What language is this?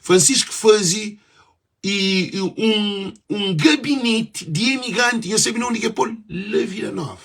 Kabuverdianu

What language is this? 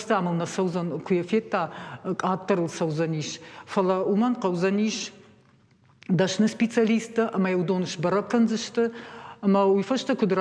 Ossetic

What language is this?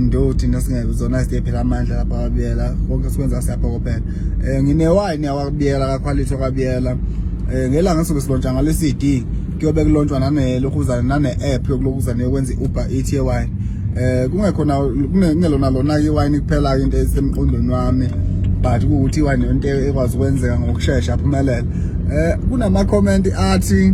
Zulu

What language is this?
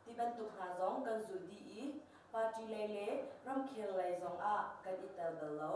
Hakha Chin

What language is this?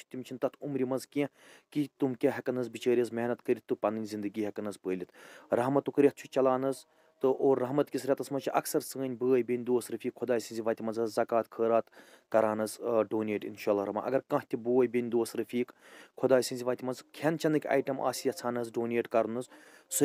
Kashmiri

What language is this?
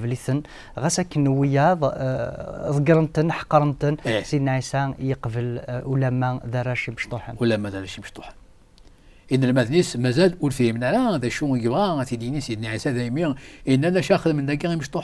Kabyle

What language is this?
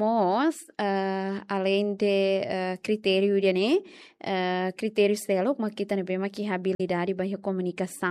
Tetum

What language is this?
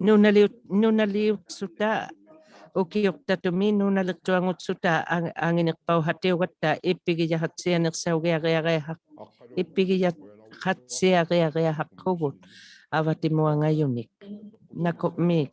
Inuktitut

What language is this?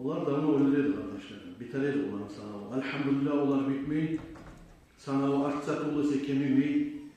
Kumyk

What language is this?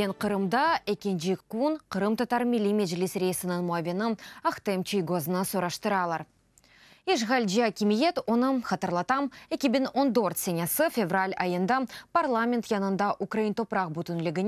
Crimean Tatar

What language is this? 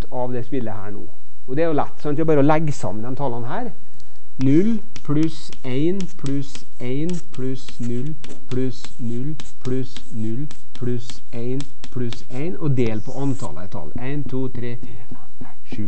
Norwegian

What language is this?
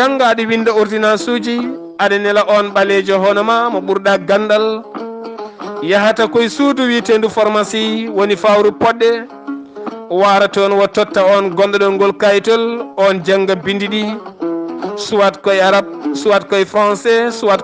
Fula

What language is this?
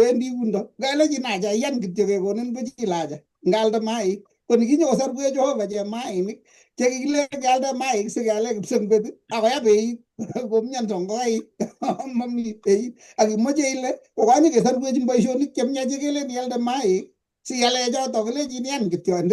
Kalenjin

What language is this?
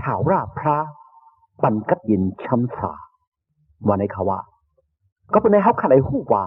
Shan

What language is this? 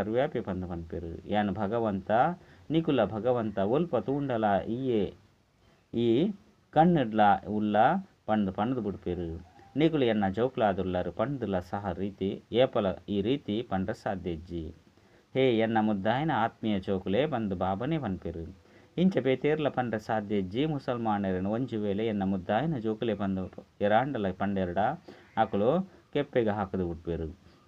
Tulu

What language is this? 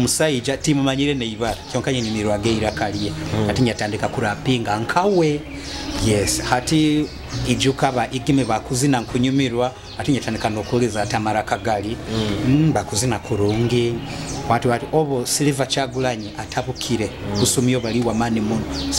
Nyoro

